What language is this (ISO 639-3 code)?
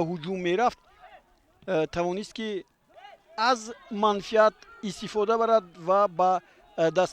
tgk